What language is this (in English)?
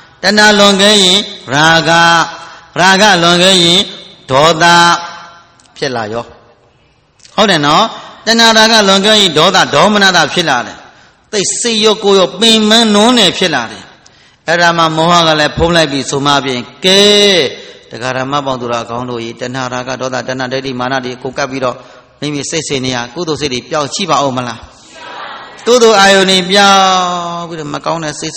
Burmese